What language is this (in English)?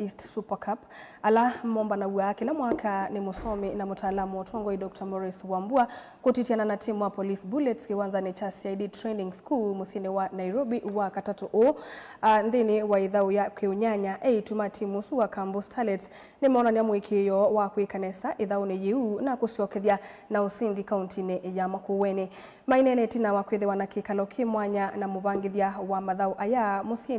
Kamba